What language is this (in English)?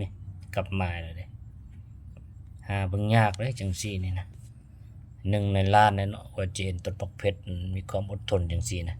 Lao